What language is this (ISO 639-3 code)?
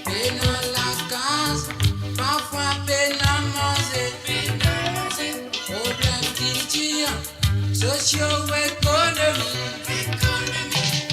mfe